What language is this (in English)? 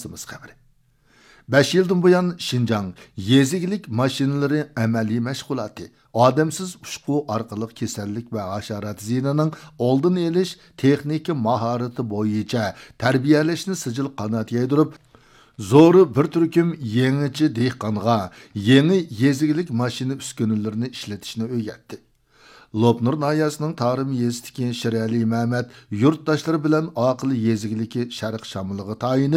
Uyghur